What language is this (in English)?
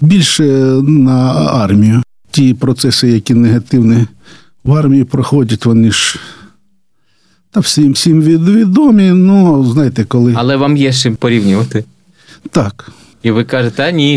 Ukrainian